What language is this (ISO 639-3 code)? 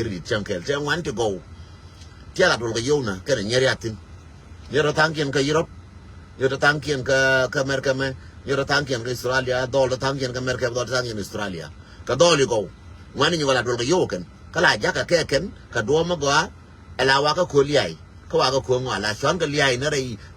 nus